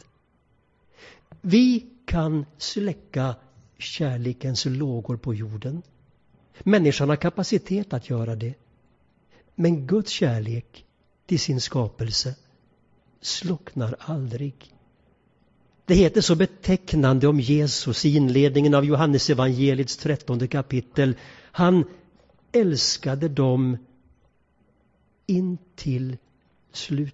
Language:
Swedish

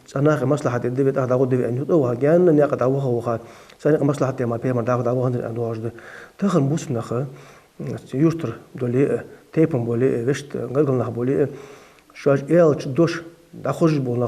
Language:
Ingush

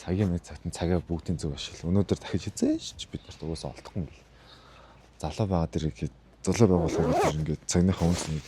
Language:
Mongolian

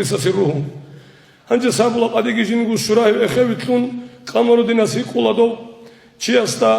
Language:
Avaric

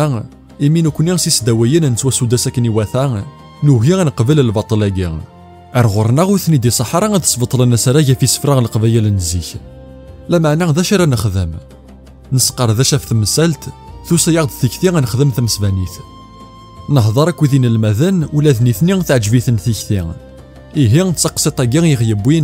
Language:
Kabyle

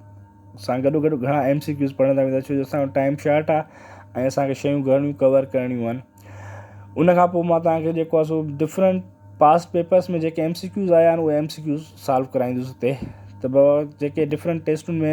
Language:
Sindhi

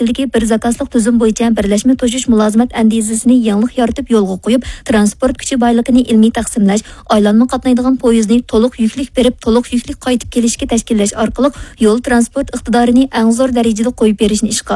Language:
Uyghur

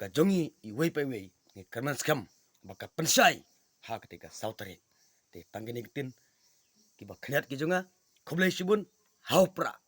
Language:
Khasi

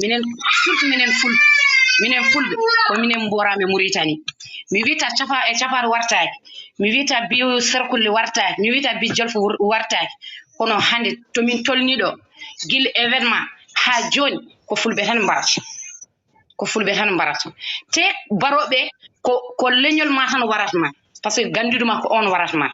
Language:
Fula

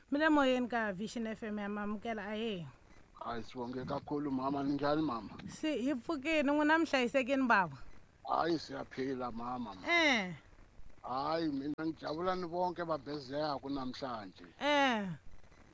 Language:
Tsonga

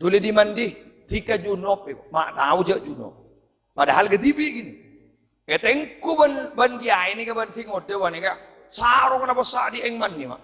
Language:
Madurese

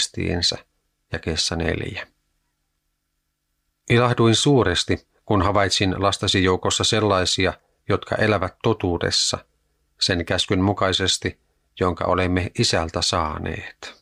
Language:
Finnish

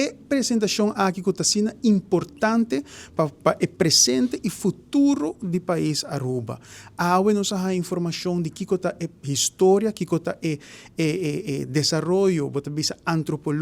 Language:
Papiamento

